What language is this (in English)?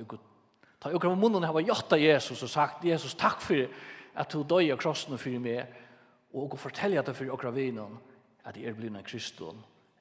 Faroese